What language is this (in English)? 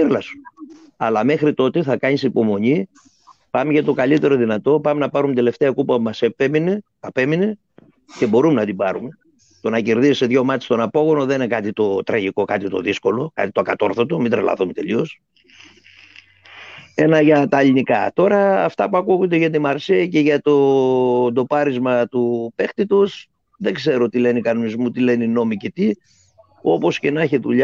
Greek